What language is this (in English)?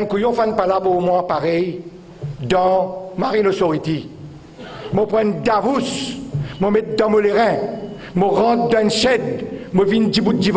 Morisyen